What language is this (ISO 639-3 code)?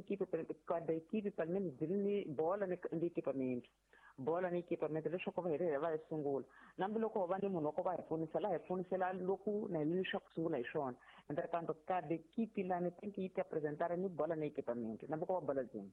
tso